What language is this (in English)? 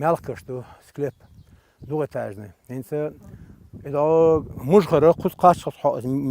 Chechen